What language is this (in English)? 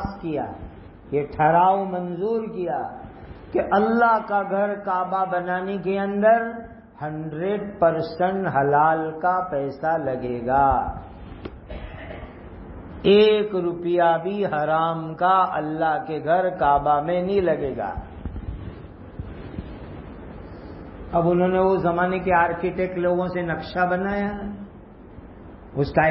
Urdu